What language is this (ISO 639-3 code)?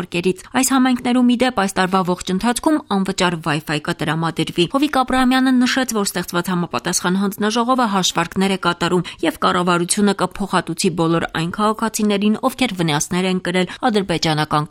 hye